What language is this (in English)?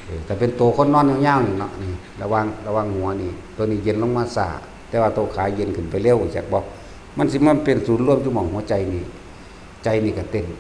Lao